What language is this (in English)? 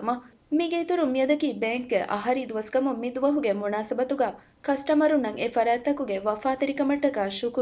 Divehi